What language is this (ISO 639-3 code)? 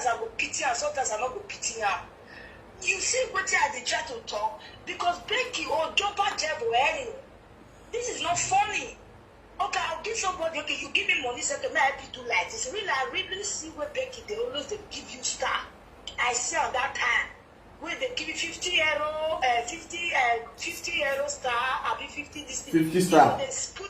pcm